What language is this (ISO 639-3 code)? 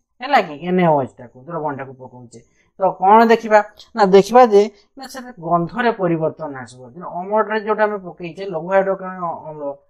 ori